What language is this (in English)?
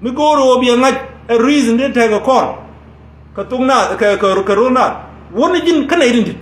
Nuer